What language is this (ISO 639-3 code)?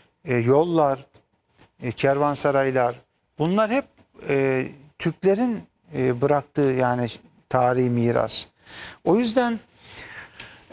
tur